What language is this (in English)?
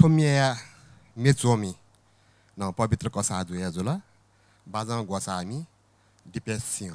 Newari